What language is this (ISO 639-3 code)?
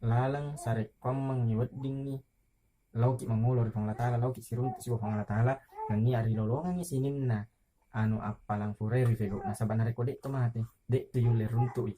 bug